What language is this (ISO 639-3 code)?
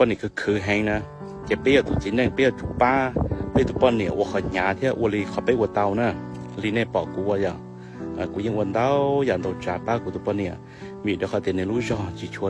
hmn